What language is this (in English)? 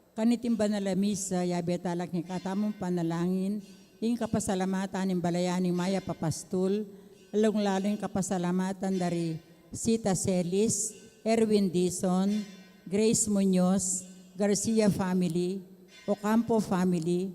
Pampanga